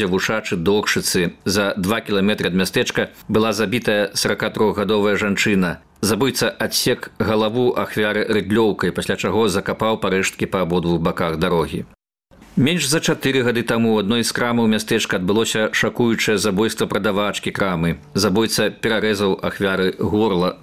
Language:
Belarusian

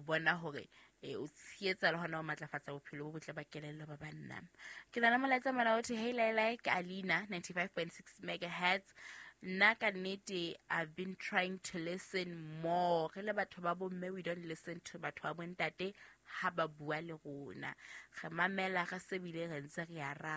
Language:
Southern Sotho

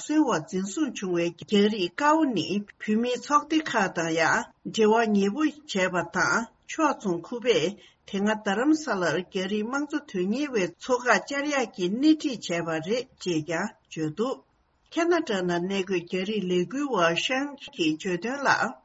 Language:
Tibetan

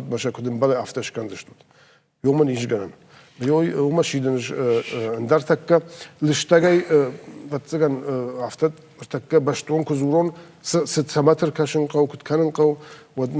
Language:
Ossetic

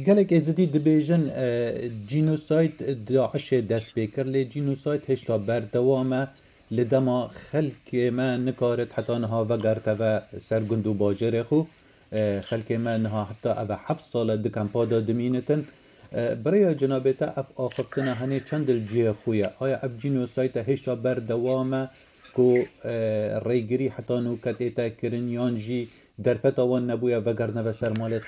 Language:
Kurdish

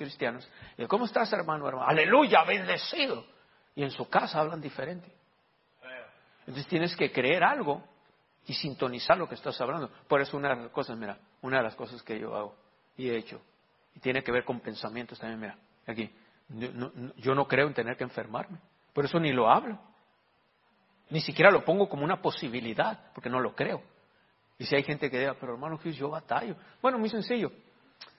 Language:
Spanish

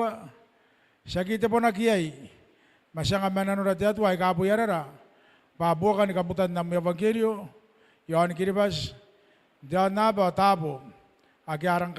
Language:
Gilbertese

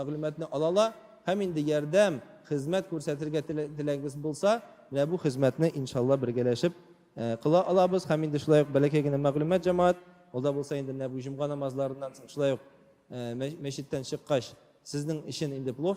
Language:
Tatar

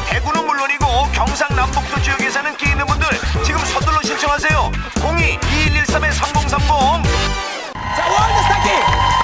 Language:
Korean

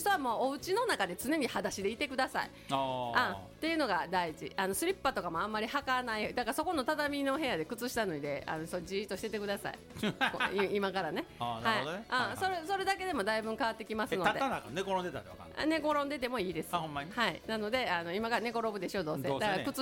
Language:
Japanese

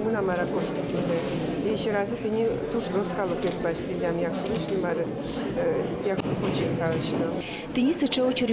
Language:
Udmurt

